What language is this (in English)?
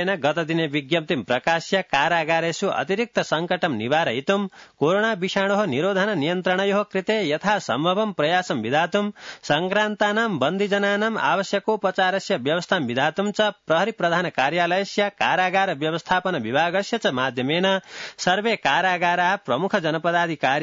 Sanskrit